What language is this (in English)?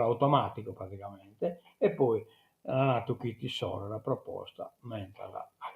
Sardinian